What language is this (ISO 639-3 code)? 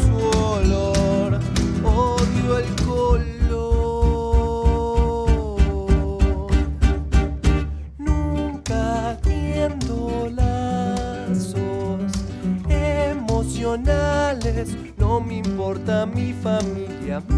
eus